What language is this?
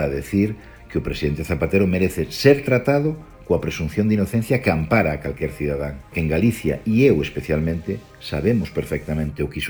Galician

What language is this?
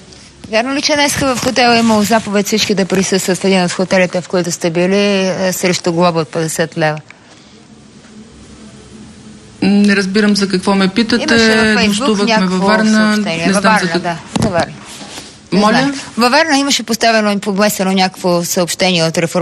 Bulgarian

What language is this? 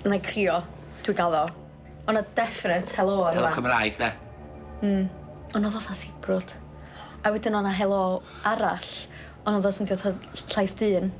Welsh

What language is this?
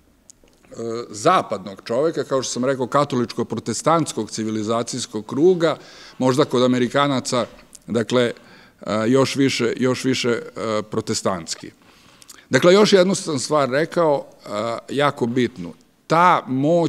Serbian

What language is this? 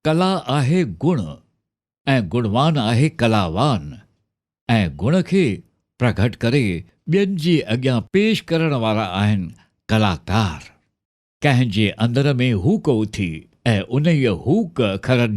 Sindhi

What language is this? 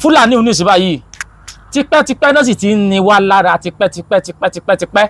Yoruba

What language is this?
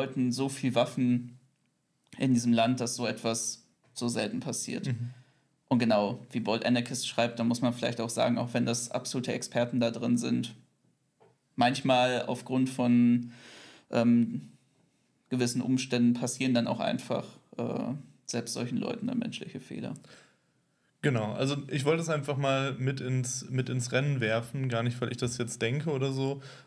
German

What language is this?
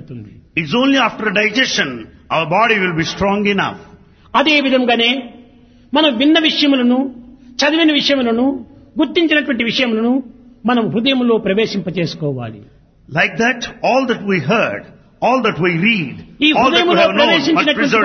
Telugu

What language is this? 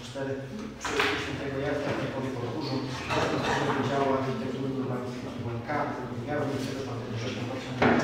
Polish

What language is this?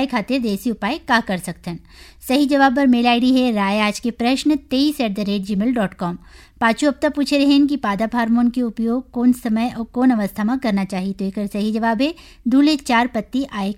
Bhojpuri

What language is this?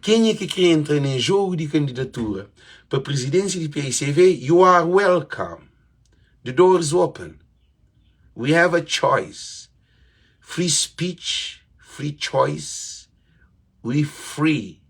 Kabuverdianu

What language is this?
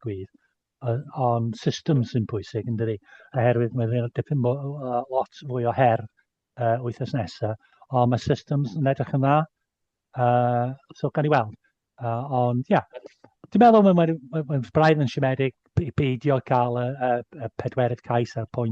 Welsh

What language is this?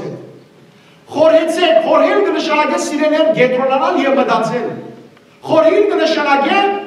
Western Armenian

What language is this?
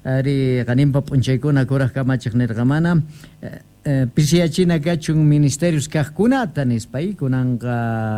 Quechua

